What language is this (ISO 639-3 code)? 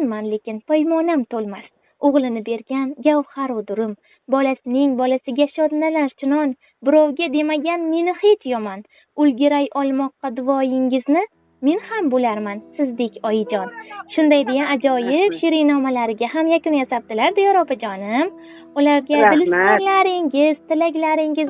uzb